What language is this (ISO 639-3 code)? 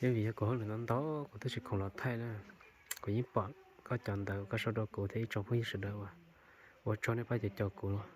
hmn